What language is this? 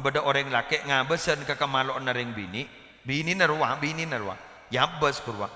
Madurese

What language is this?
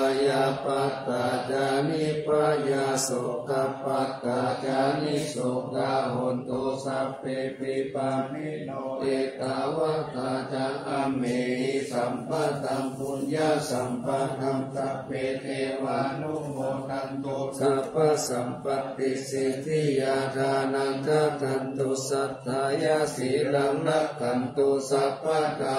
Pali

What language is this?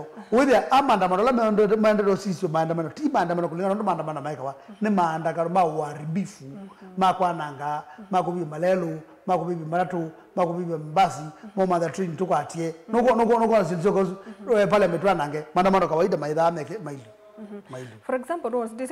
Kamba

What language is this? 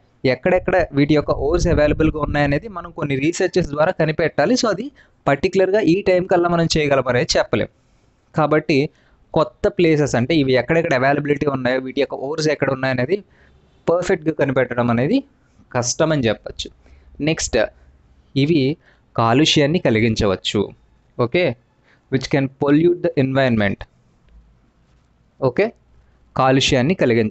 Telugu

